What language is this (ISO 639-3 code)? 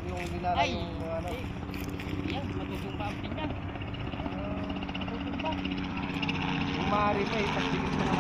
fil